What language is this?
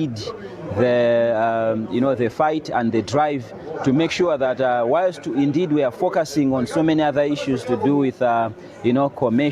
English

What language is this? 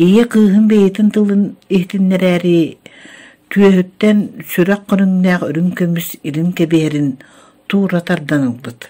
Yakut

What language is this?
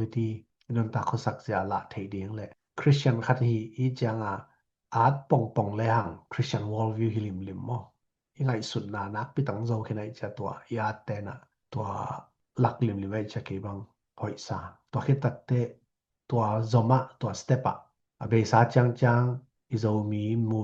Tedim Chin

